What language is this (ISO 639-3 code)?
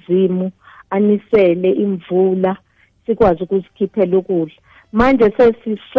nbl